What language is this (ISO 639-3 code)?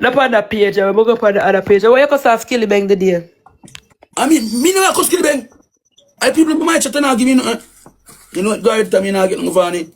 jam